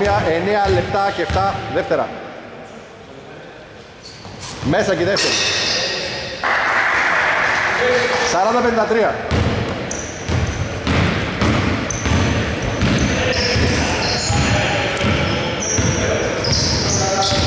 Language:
Greek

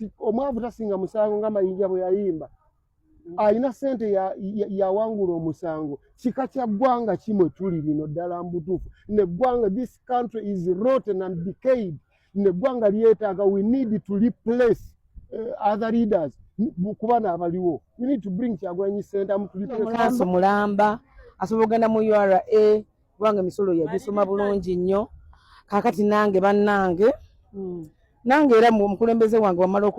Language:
Ganda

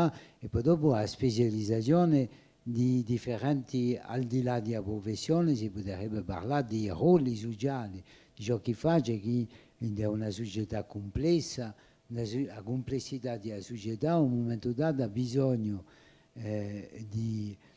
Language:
Corsican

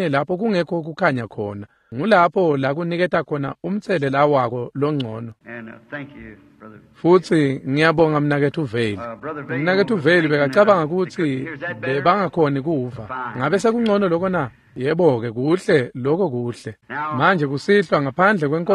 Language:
Swati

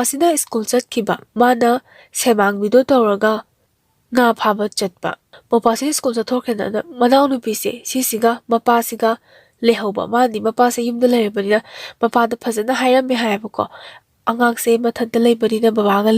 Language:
Manipuri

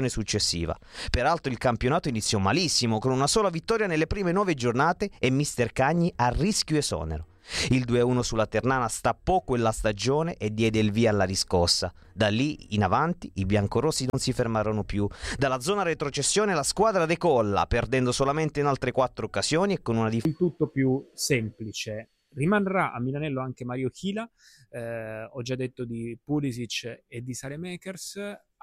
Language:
Italian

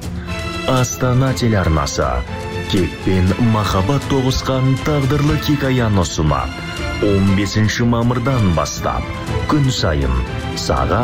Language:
Kazakh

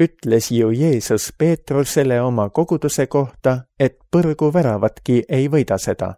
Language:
Estonian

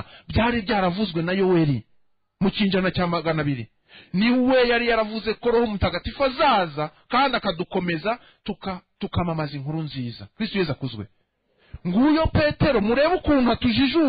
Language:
Kinyarwanda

